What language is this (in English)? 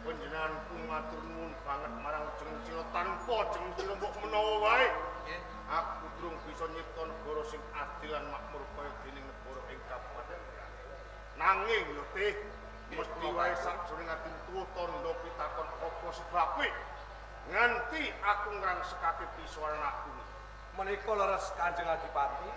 Javanese